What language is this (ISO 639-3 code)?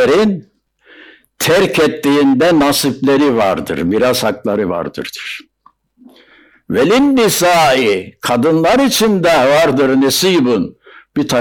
tur